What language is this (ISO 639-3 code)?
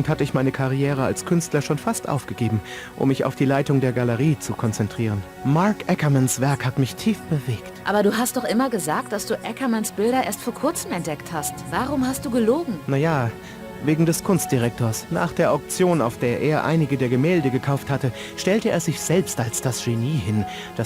bar